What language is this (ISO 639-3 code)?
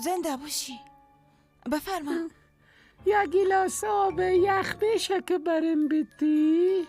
fas